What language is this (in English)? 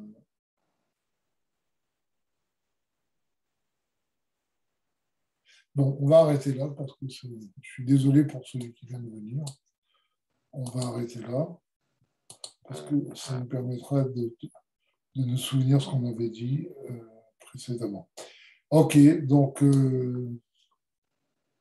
French